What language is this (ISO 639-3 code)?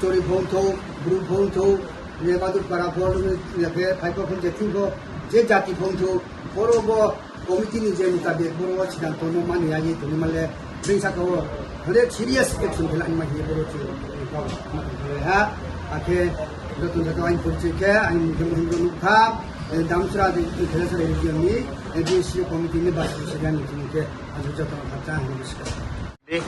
ria